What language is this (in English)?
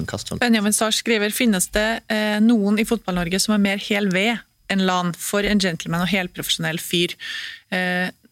Norwegian